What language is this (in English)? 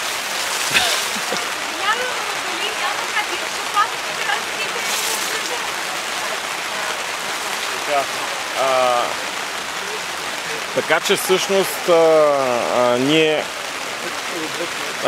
Bulgarian